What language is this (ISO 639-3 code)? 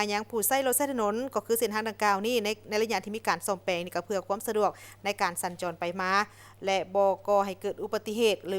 lao